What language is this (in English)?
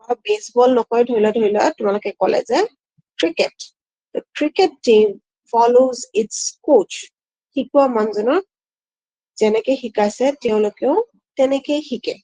Assamese